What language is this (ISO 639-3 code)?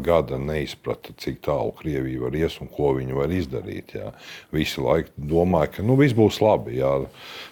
lav